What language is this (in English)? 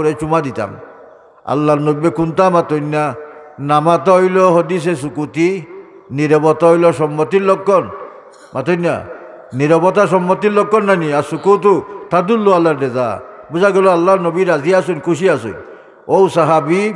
Sylheti